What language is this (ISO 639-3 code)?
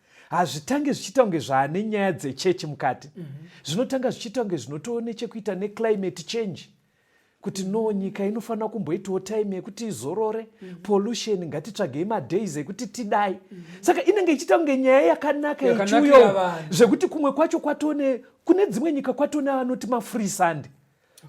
sna